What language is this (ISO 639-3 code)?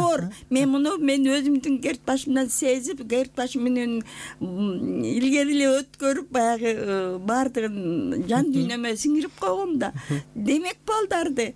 kir